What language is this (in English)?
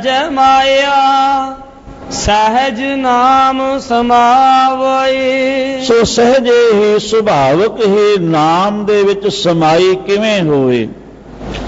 Punjabi